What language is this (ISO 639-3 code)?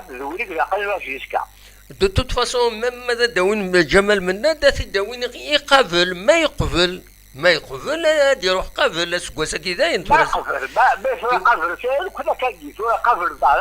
kab